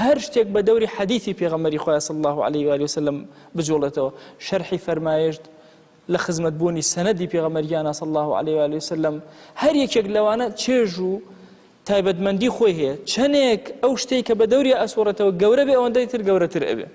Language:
Central Kurdish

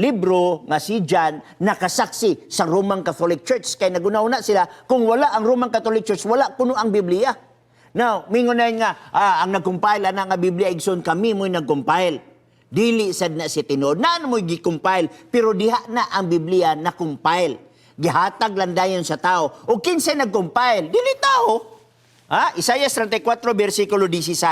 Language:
Cebuano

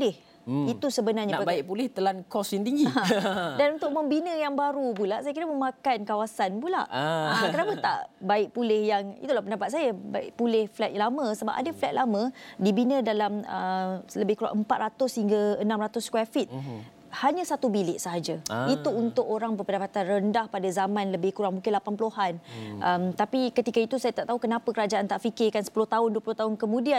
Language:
Malay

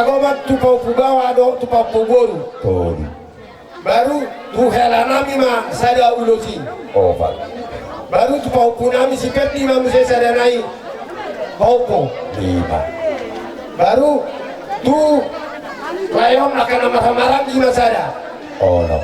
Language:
Batak Toba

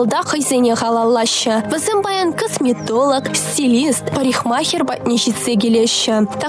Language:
Chuvash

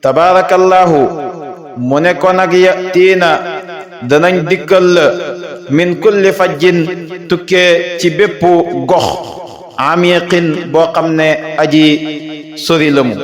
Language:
Wolof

